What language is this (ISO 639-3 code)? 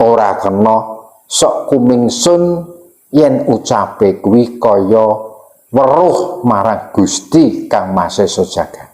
jav